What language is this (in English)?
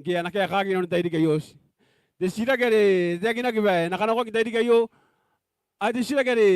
Gilbertese